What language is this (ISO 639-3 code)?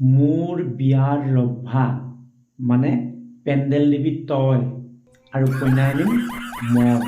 asm